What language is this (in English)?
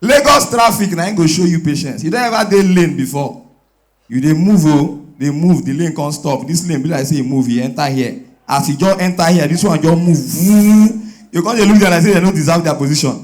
Nigerian Pidgin